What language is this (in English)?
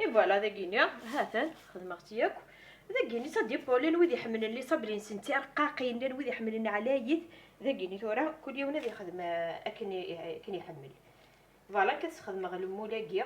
Kabyle